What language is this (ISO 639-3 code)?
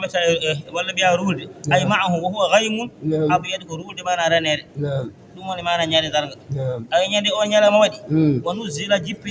ful